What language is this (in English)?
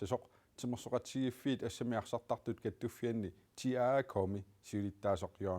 Kalaallisut